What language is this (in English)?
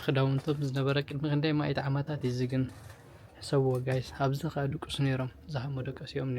Tigrinya